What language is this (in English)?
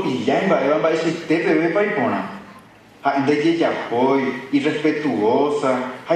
Guarani